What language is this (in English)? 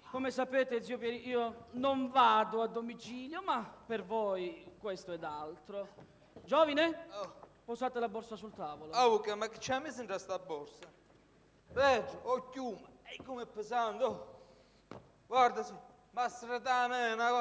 Italian